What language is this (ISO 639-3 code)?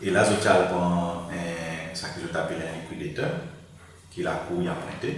crs